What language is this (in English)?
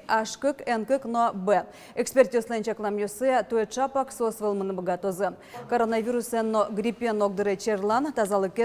Udmurt